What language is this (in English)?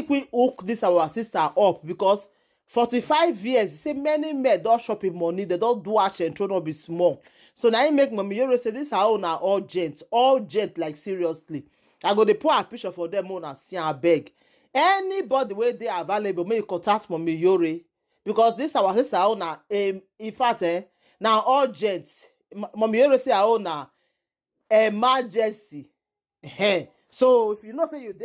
Nigerian Pidgin